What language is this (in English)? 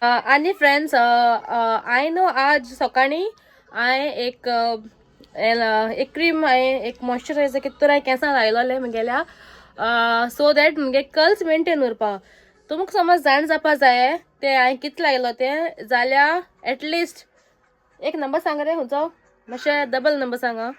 Konkani